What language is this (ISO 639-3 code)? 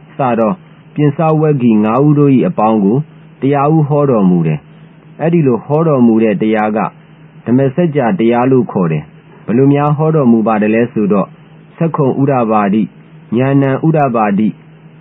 mya